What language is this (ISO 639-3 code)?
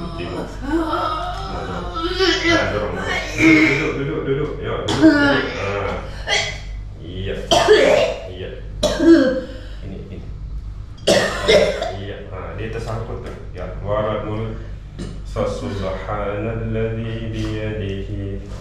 ind